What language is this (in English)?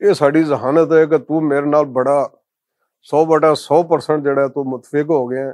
Western Panjabi